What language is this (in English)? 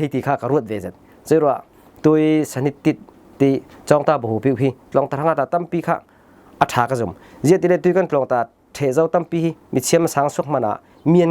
Falam Chin